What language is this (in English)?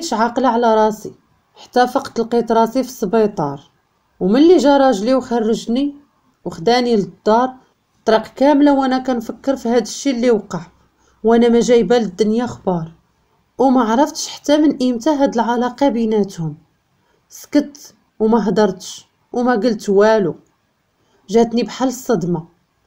Moroccan Arabic